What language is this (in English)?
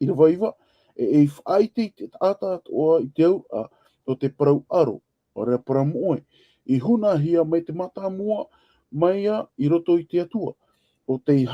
Tahitian